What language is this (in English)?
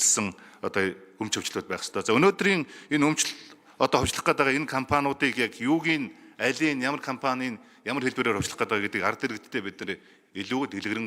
Mongolian